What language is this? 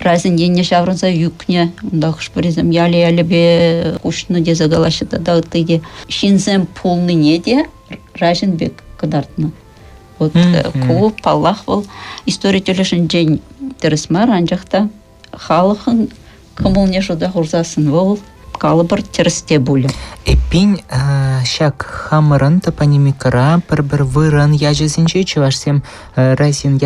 Chuvash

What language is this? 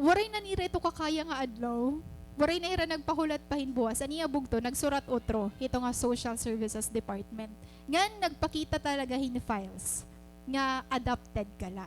Waray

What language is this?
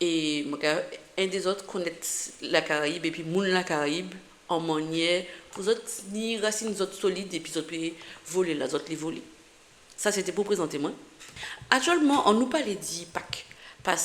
Guadeloupean Creole French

